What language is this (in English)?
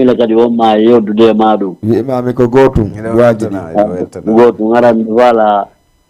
Fula